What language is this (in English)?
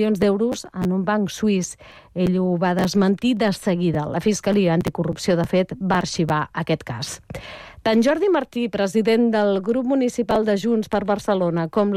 Catalan